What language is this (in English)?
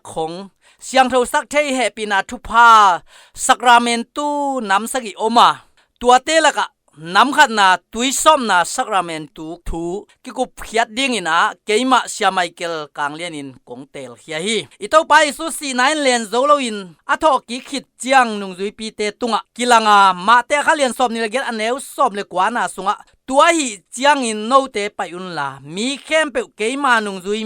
Tedim Chin